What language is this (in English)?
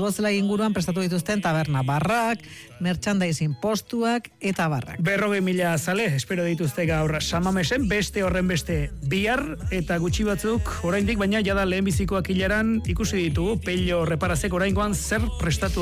Basque